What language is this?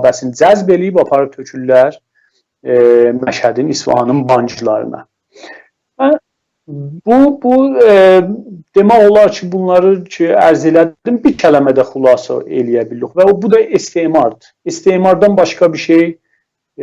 South Azerbaijani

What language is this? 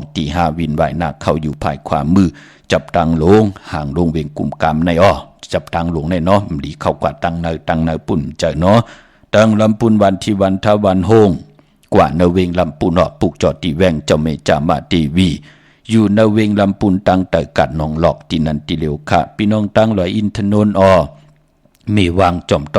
Shan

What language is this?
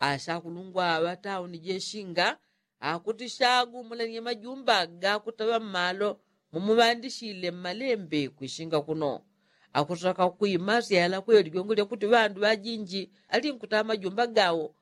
Yao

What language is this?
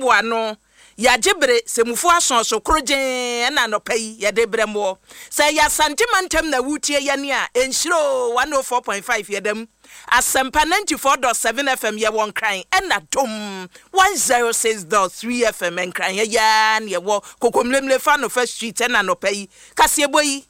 Akan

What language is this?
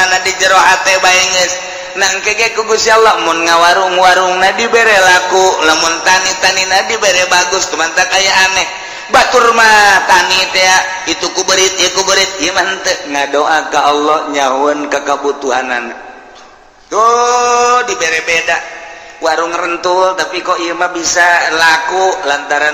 Sundanese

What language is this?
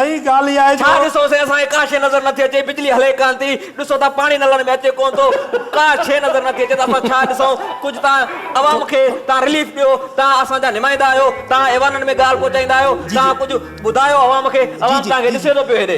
Sindhi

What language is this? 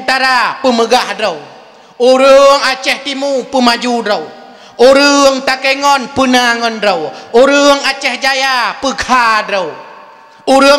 Achinese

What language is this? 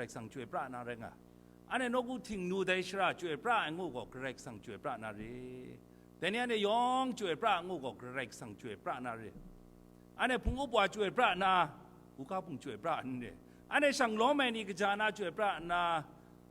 Kachin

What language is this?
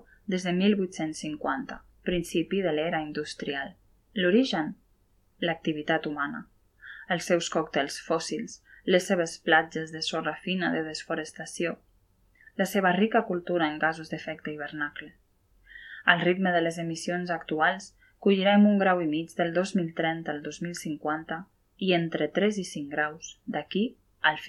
Catalan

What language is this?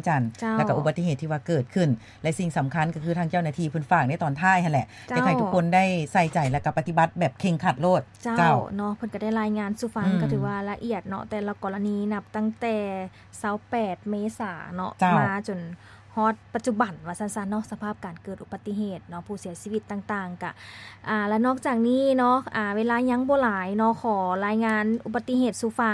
Lao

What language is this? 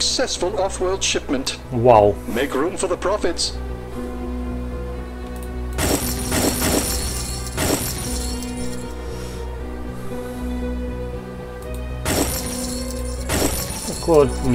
Hungarian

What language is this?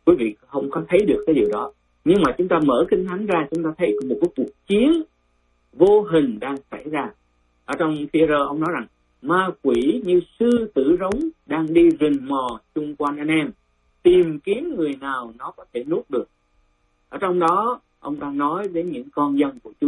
Vietnamese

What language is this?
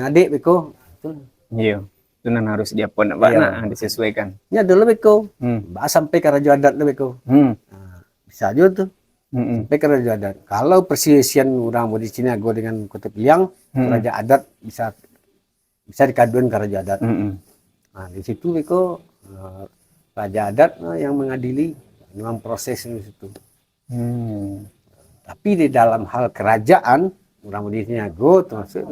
Minangkabau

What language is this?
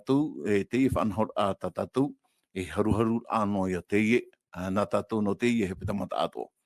Tahitian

